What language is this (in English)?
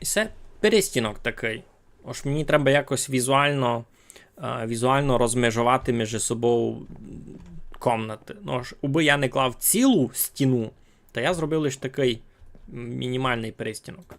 Rusyn